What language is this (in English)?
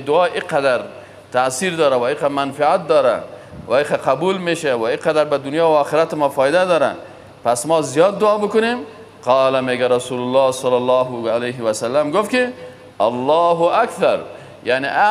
Persian